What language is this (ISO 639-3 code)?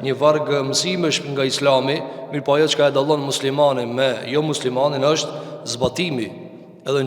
sqi